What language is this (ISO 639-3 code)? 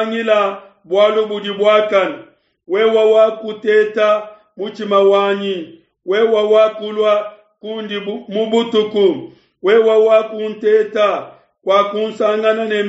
lua